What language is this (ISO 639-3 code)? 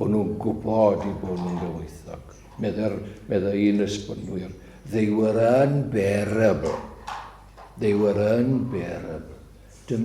cym